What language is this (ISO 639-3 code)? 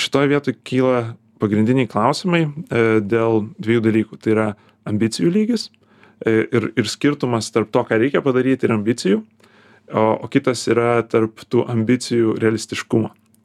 lit